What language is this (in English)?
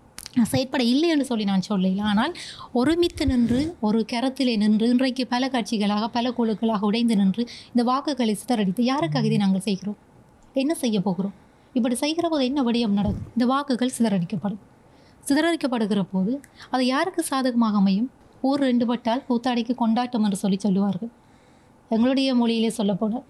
Tamil